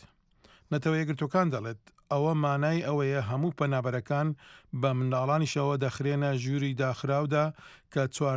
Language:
Central Kurdish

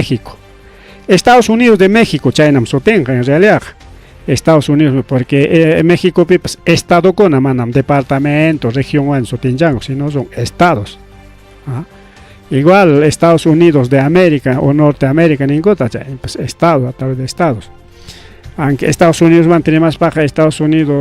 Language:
Ayacucho Quechua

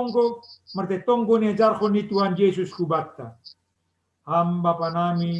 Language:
Batak Simalungun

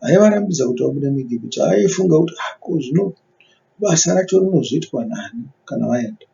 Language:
Shona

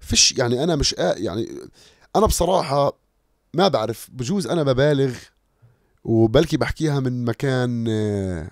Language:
North Levantine Arabic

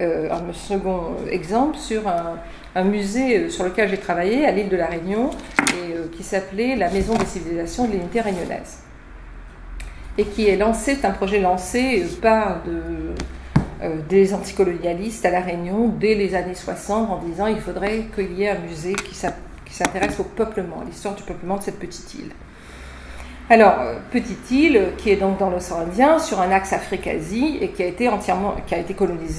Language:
French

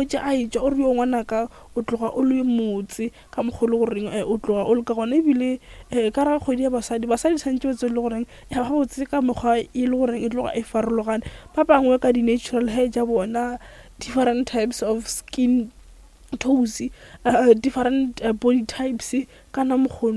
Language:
Northern Sotho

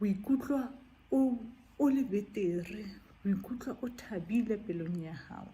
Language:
Southern Sotho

